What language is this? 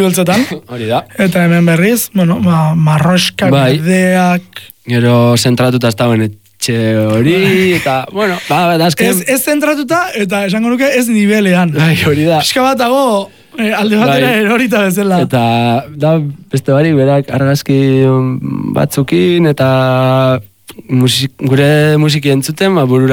Basque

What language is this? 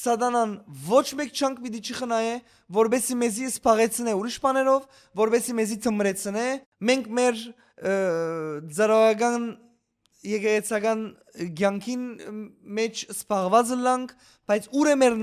Western Armenian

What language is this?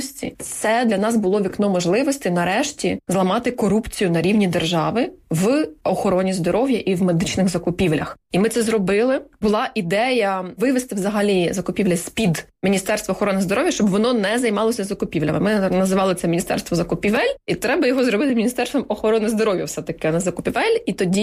Ukrainian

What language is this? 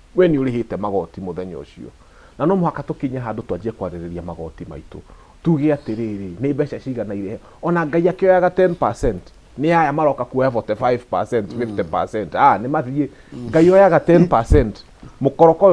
Kikuyu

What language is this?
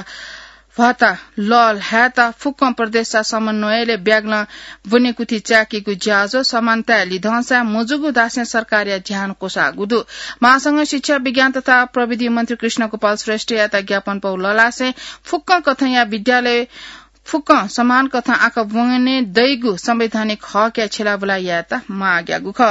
Newari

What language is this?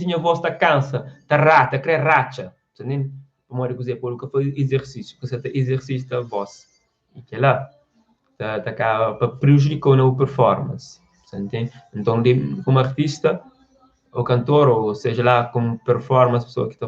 Kabuverdianu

